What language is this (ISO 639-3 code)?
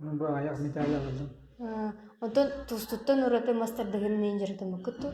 sah